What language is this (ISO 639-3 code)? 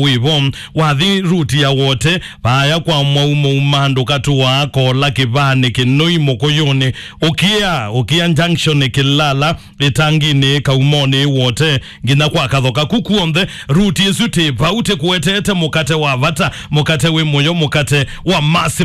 kam